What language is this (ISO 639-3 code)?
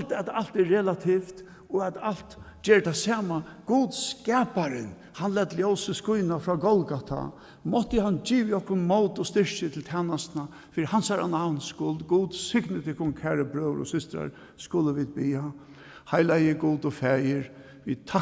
fao